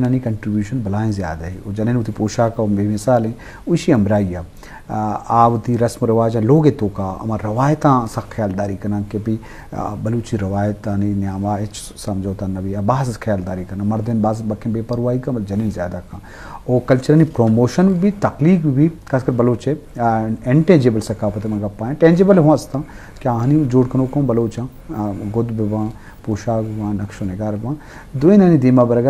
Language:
Eastern Balochi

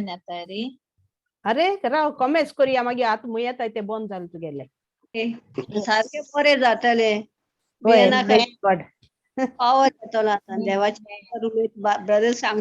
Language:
Konkani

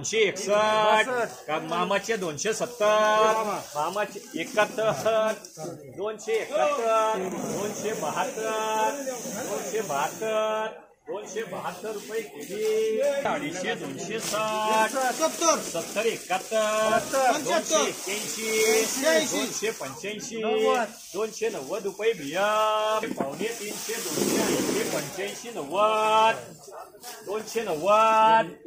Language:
Marathi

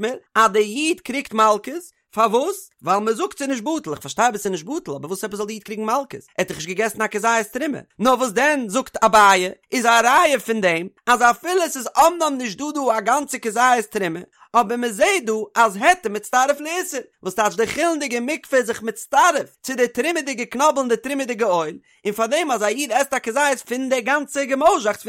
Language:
Yiddish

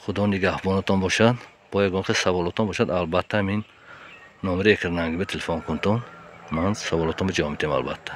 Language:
Tajik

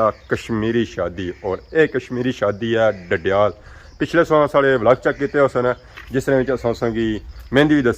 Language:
Pahari-Potwari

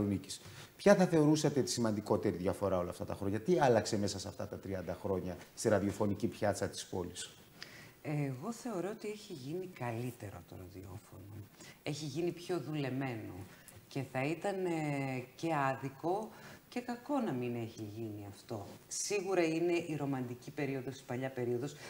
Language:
Greek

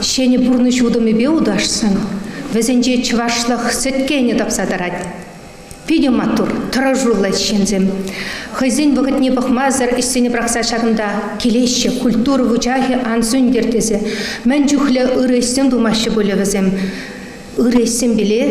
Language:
Chuvash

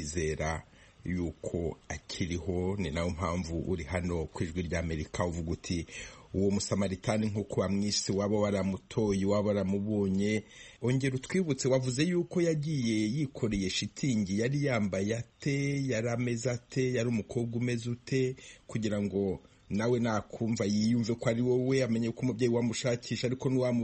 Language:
Kinyarwanda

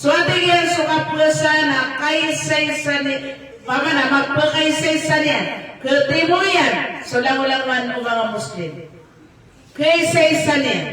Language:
Maranao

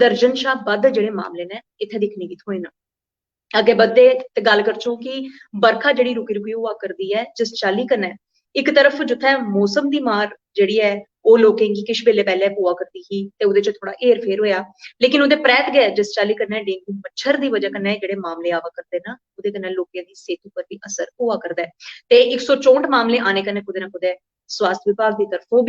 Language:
Dogri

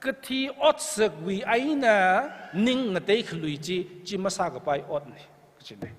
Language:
Tangkhul Naga (India)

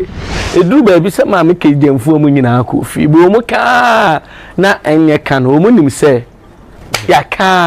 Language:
Akan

